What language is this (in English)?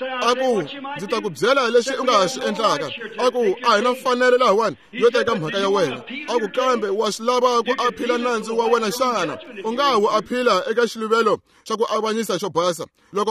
Tsonga